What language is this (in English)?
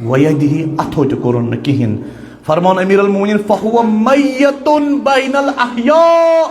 Kashmiri